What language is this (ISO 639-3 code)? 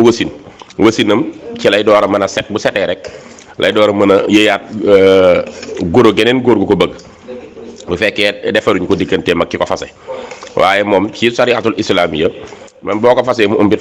wol